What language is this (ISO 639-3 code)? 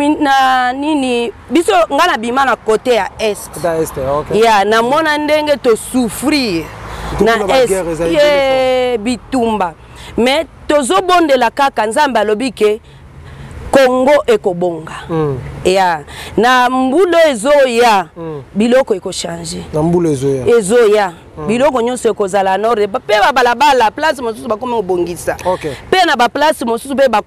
lin